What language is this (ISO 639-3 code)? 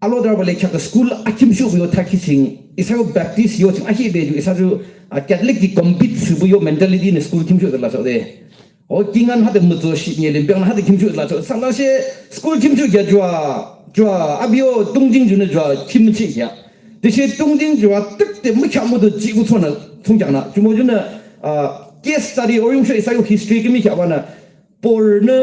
yim